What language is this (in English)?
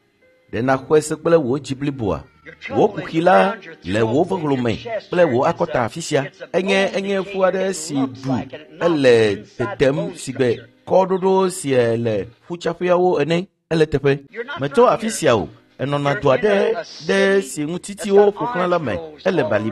Ewe